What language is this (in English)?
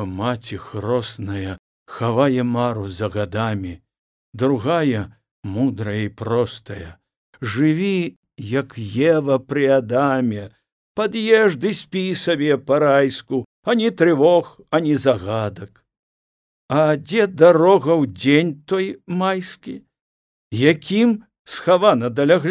Belarusian